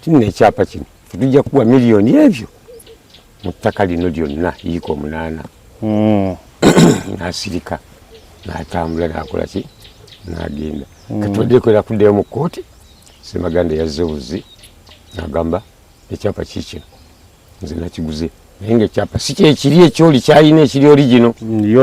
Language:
Ganda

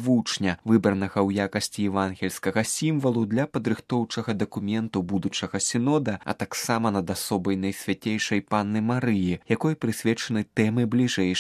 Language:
Belarusian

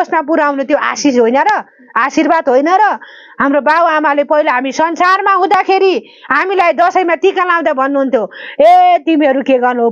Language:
Nepali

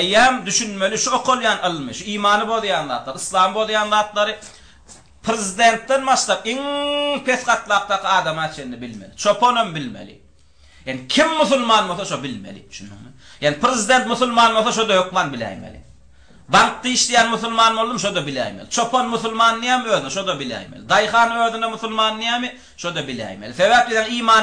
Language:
Turkmen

